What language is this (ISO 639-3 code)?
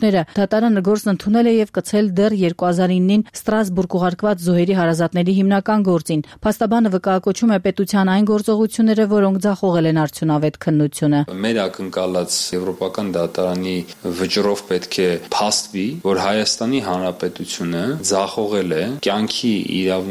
hye